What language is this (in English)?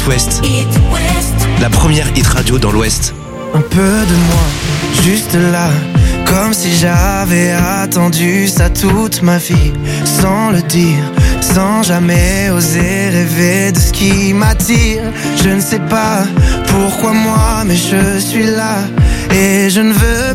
French